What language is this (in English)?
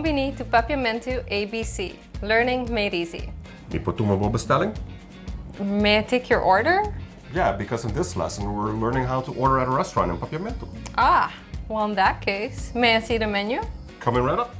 Papiamento